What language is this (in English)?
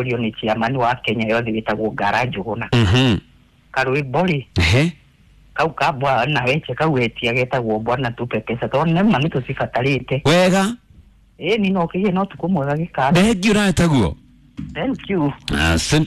Kikuyu